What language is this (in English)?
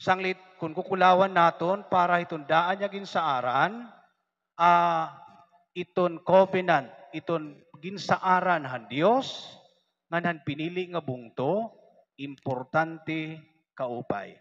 Waray